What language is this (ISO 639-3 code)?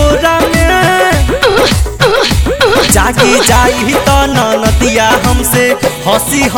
bho